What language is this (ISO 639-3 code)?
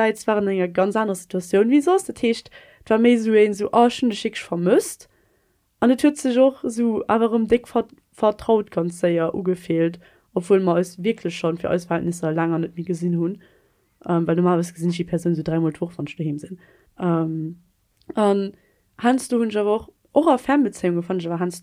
ltz